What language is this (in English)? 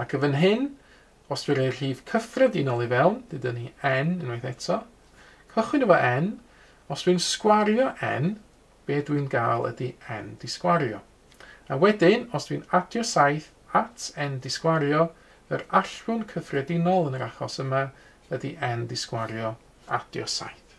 Welsh